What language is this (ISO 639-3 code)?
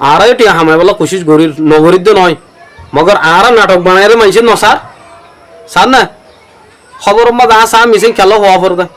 rhg